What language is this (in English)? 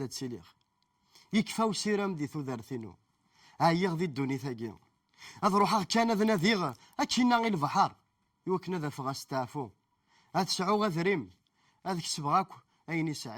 Kabyle